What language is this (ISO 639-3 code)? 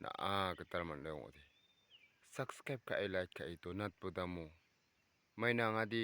grt